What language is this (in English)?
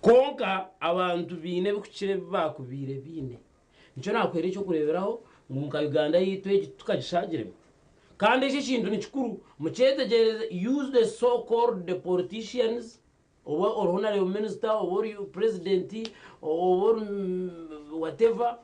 Nyankole